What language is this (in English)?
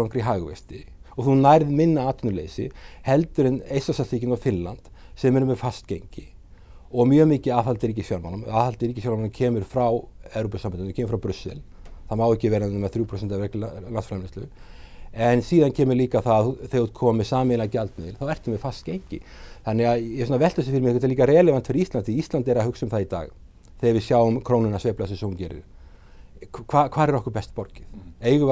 Icelandic